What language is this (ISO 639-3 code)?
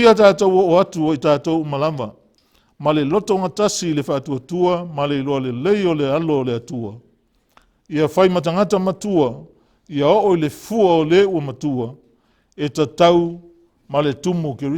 smo